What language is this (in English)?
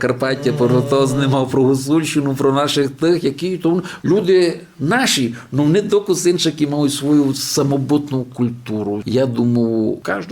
Rusyn